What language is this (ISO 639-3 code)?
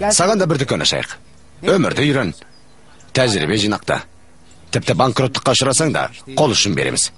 kaz